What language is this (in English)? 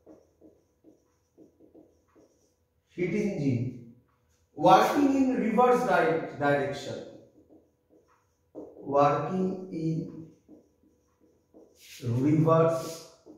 Bangla